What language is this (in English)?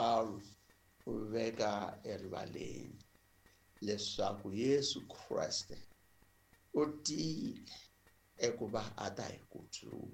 Tsonga